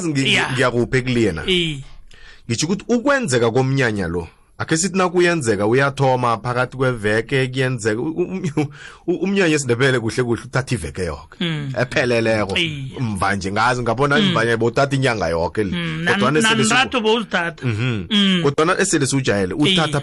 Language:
South Ndebele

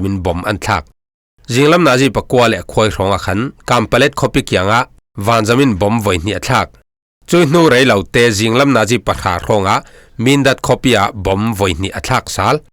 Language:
Falam Chin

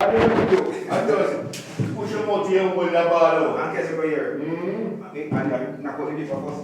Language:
Jamaican Creole English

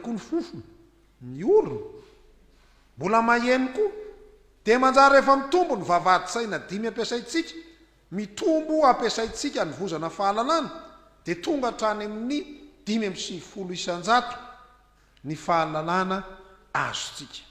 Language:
Malagasy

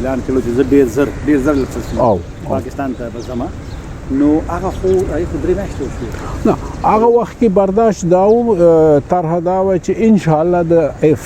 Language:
Pashto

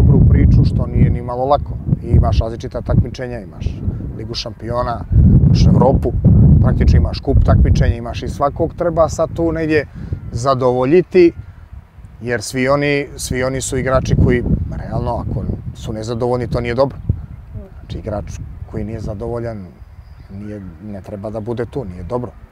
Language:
Serbian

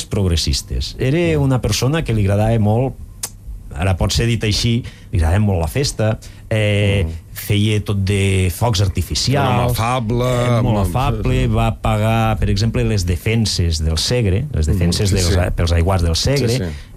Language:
Catalan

